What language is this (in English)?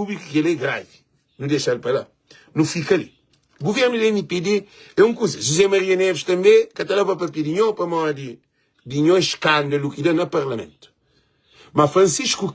Kabuverdianu